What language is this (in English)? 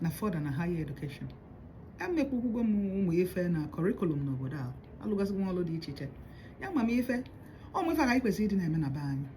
Igbo